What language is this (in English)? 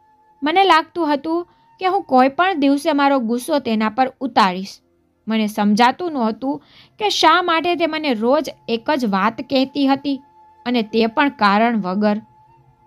Gujarati